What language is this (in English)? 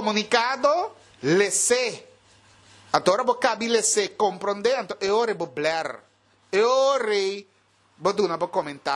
Papiamento